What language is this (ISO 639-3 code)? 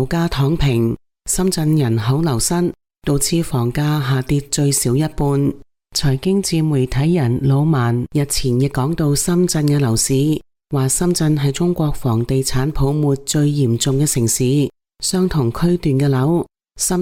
yue